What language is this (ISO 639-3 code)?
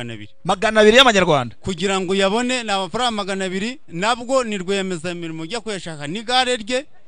kin